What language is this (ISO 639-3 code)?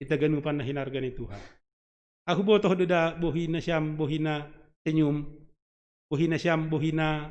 bts